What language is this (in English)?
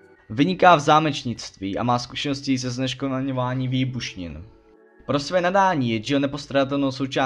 Czech